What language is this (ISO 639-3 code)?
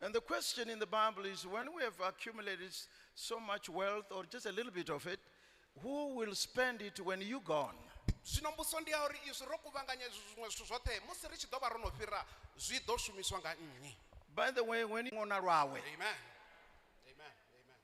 ven